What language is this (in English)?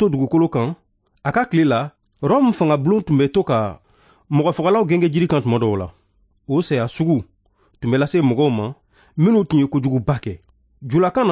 Bambara